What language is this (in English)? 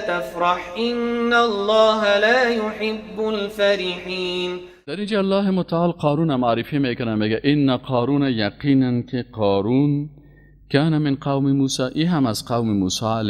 Persian